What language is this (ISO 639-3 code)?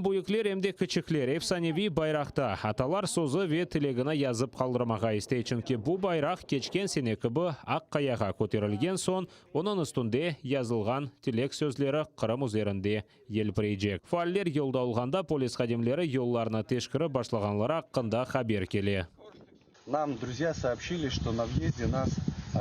crh